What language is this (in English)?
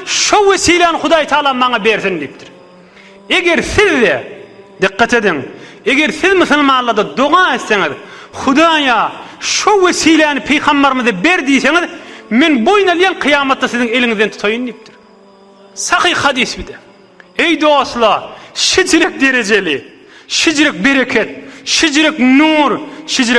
Turkmen